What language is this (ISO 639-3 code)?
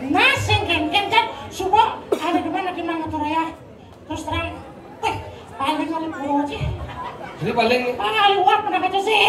ban